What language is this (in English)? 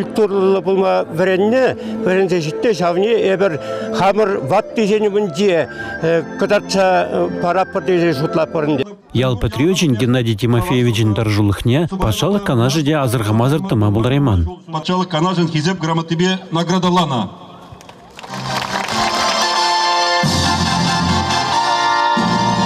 Chuvash